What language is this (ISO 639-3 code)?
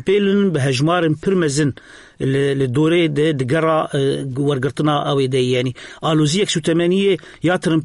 kur